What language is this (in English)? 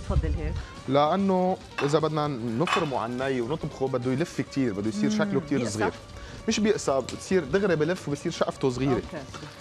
North Levantine Arabic